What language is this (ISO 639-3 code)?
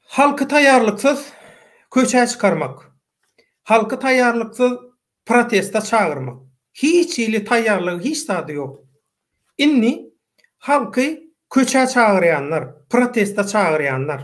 tuk